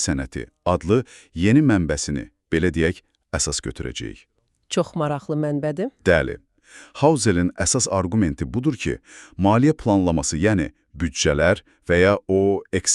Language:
Azerbaijani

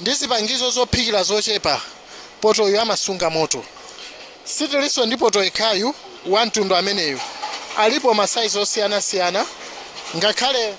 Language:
Nyanja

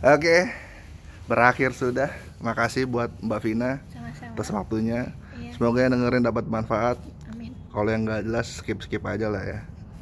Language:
Indonesian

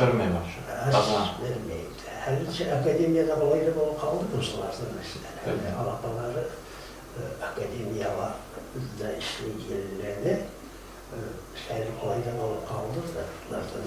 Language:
Kumyk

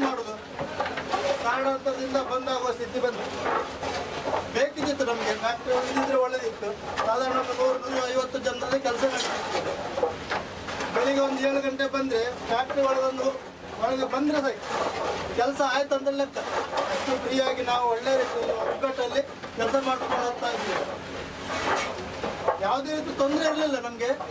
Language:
Kannada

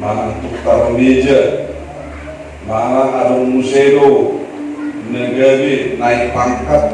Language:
Batak Toba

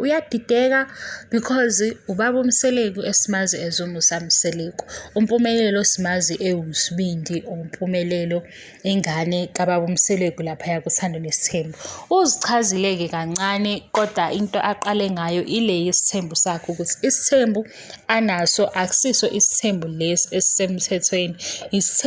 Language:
Zulu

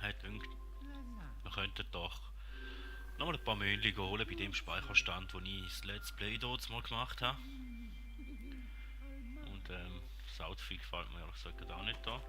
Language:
Swiss German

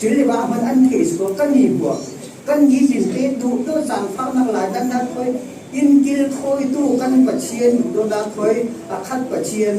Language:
Falam Chin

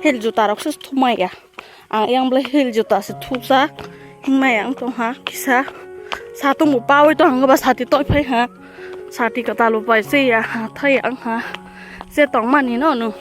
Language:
Kok Borok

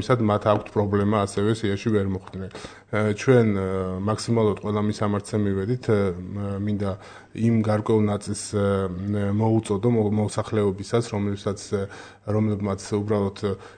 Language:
Georgian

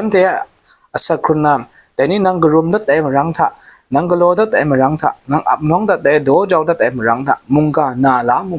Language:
Kachin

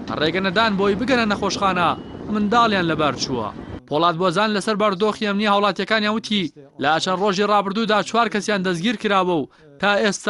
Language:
Central Kurdish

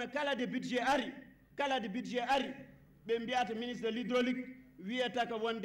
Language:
Fula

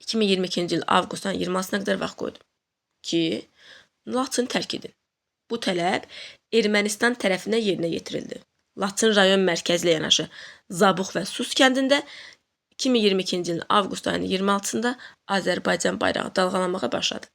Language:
Azerbaijani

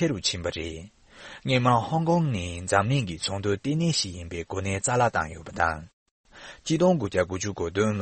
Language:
Tibetan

